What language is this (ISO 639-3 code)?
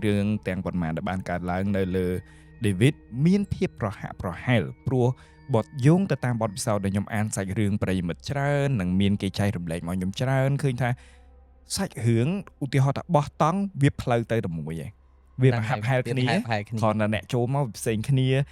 khm